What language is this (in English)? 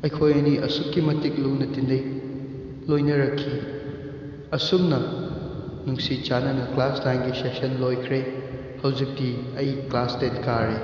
Manipuri